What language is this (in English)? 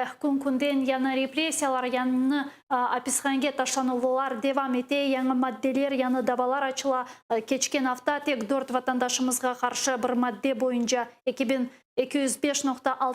Crimean Tatar